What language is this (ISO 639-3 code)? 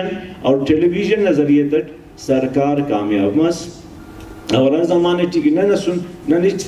brh